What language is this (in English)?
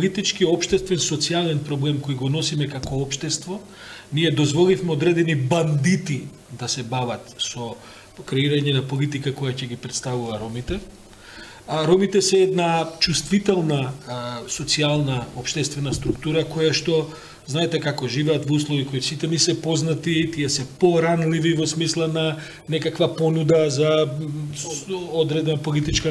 Macedonian